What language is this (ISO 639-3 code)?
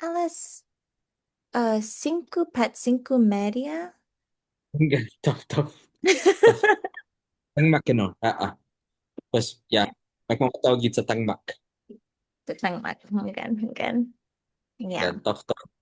cha